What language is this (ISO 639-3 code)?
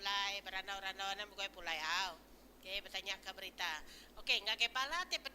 iba